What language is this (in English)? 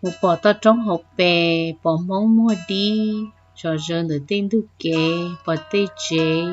Hmong